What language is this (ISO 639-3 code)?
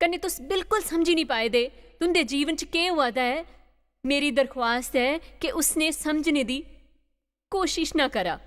doi